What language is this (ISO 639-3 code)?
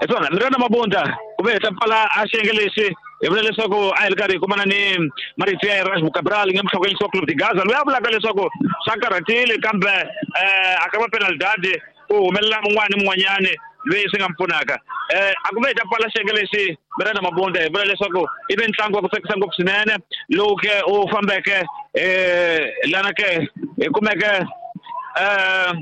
tso